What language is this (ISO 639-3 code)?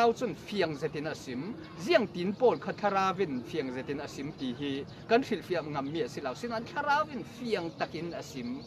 cfm